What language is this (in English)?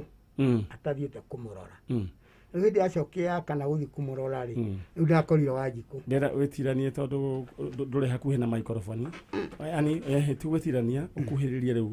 Kikuyu